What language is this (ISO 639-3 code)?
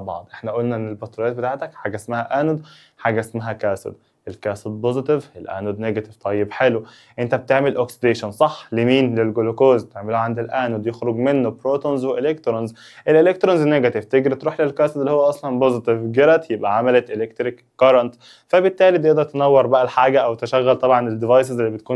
arz